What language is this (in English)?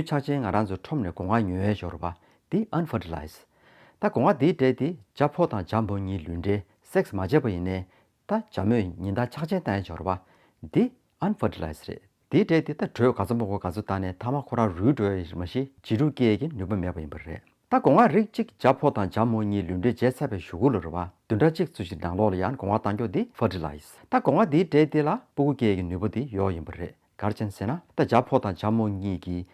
Tibetan